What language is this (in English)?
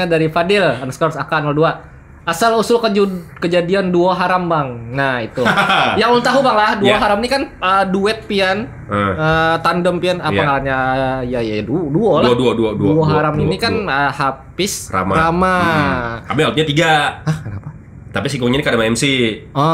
Banjar